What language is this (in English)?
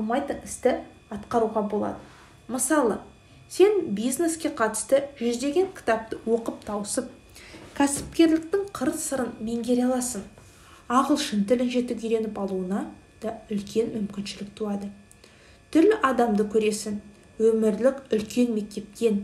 Kazakh